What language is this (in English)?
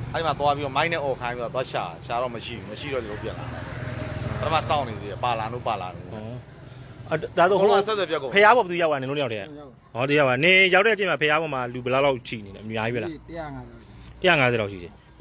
Burmese